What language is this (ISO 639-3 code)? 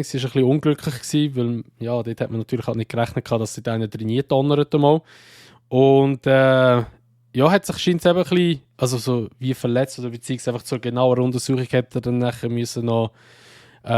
gsw